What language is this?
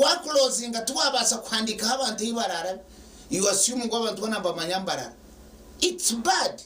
Nyankole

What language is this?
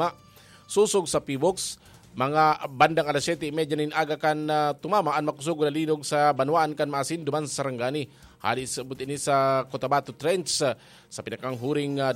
Bikol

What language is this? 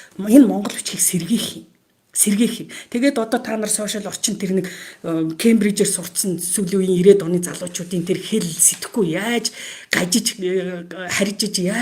Mongolian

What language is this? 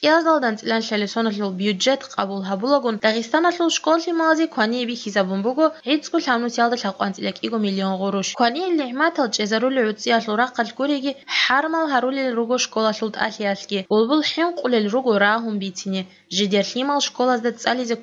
Avaric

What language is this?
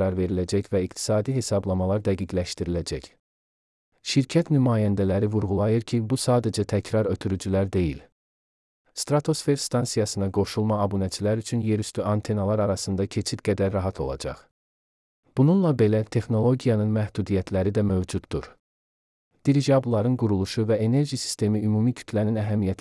Azerbaijani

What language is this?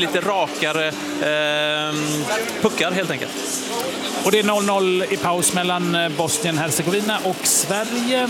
Swedish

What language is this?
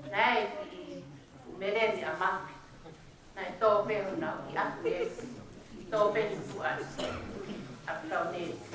Tongan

